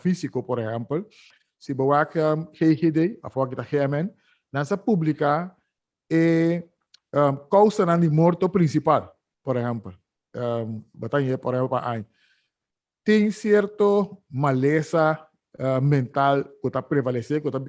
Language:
Papiamento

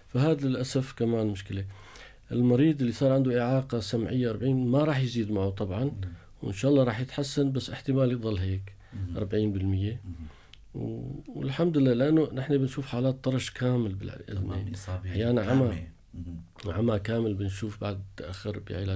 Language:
North Levantine Arabic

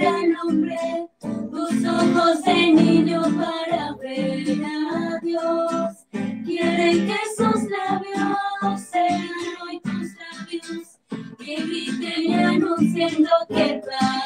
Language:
Spanish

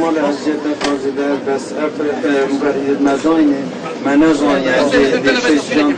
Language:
Kurdish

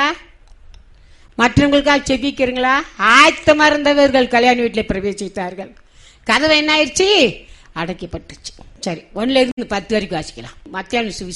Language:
Tamil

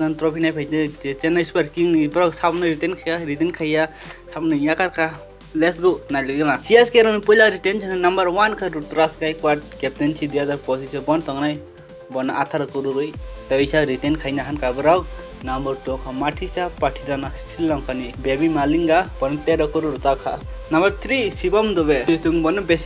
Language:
Kok Borok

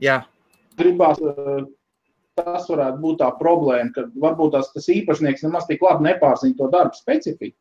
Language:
Latvian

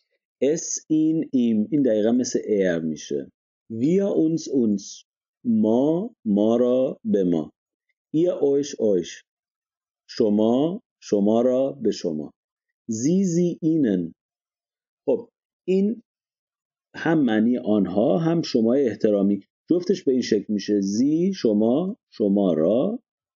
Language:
Persian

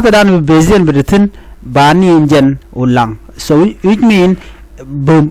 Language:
Nuer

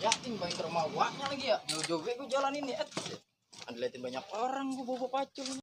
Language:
Betawi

